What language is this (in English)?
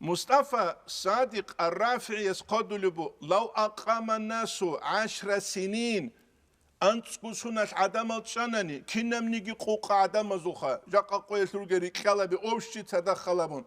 Avaric